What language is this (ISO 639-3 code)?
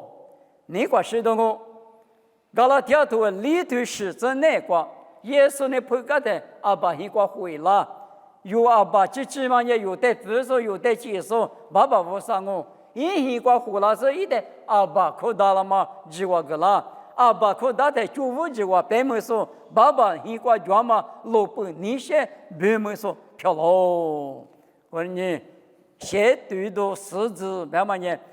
lis